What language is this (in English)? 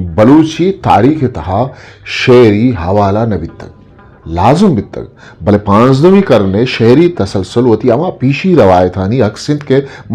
Eastern Balochi